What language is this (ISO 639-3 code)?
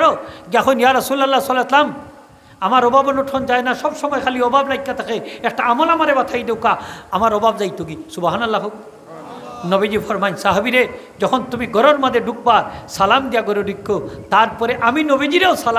syl